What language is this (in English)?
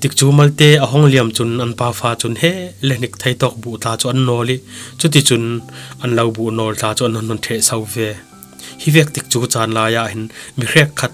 Falam Chin